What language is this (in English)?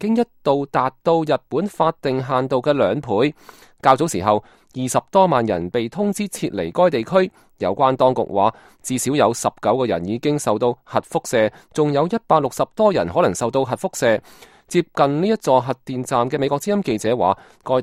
Cantonese